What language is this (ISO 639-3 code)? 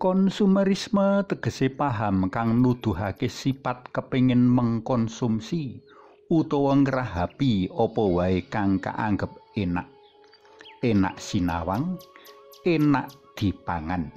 jav